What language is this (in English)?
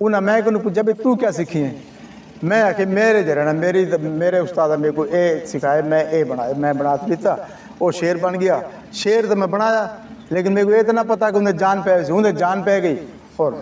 Saraiki